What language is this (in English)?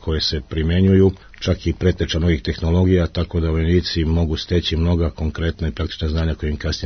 Serbian